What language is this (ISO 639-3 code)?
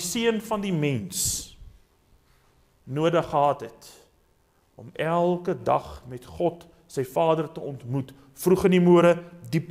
afr